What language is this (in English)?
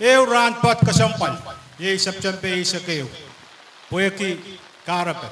Pohnpeian